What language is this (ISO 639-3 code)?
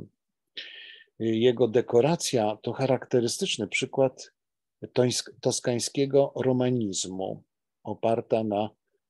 pol